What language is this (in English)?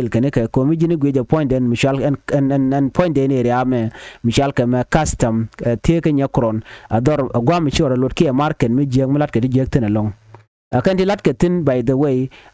Nuer